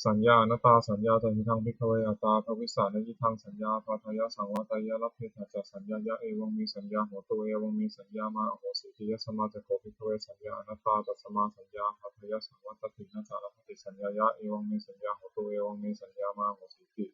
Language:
Pali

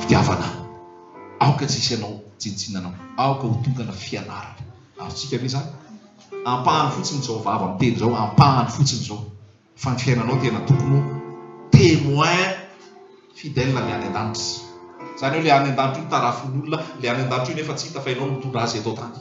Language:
Malagasy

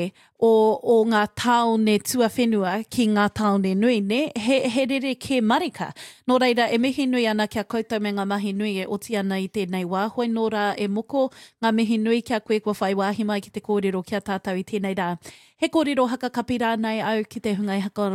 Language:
Māori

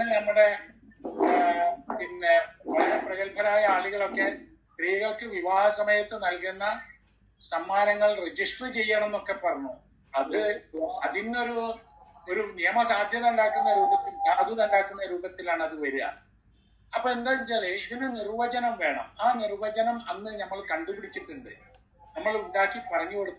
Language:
Malayalam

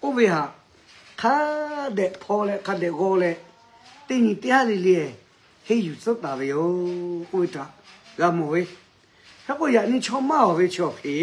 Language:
Lahu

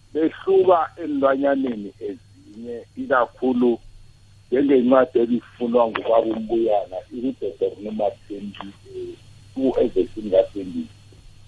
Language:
South Ndebele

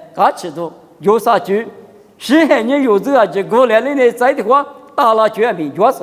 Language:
Lisu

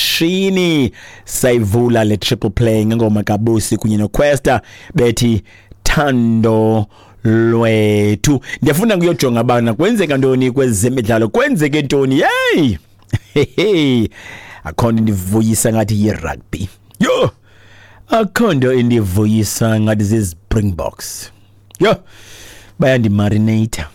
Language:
Xhosa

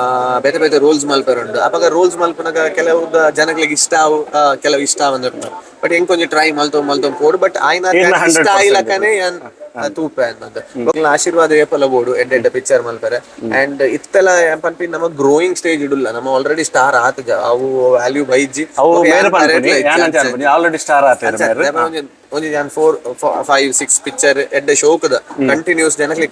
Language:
Tulu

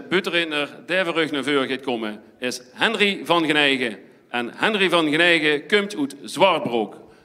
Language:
Limburgish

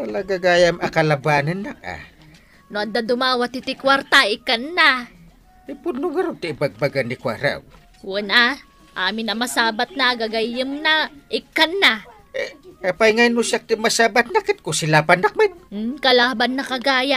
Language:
Iloko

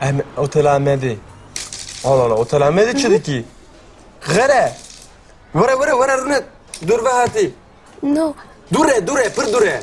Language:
Kurdish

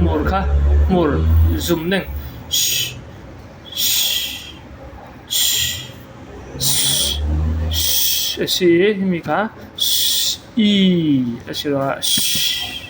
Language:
Falam Chin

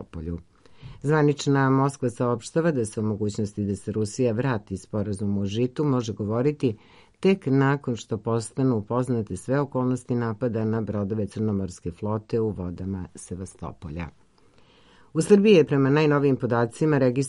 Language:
Serbian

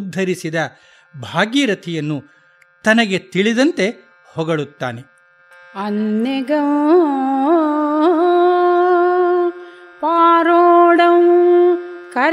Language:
Kannada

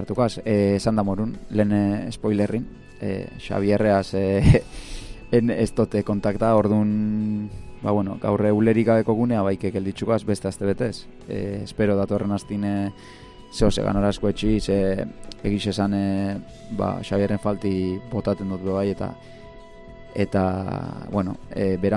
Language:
Basque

